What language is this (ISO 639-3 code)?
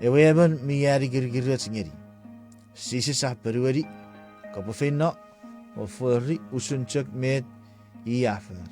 chk